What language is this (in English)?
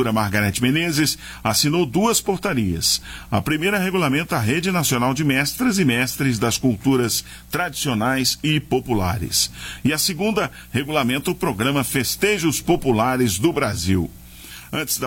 Portuguese